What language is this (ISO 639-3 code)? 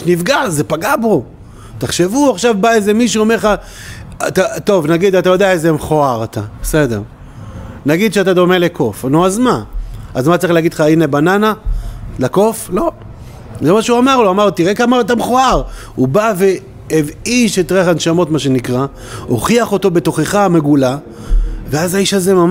heb